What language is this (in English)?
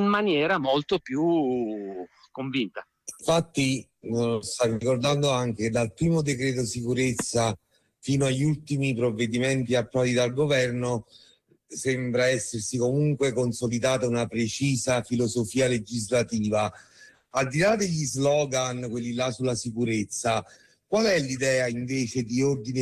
Italian